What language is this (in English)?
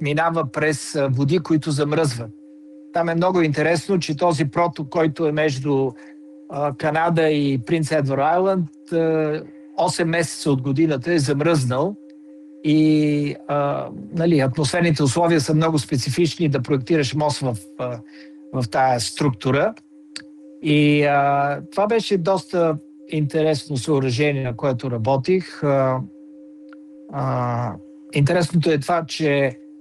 Bulgarian